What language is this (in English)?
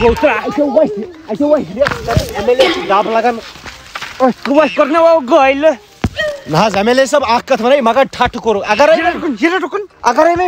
Kashmiri